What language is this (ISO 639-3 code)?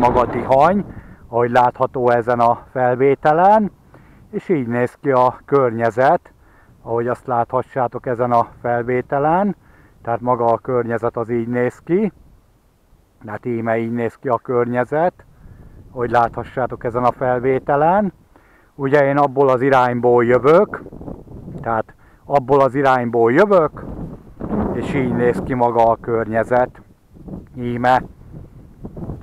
hun